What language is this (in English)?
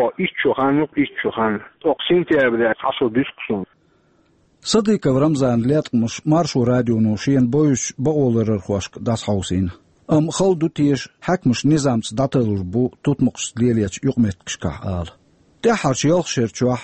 Chechen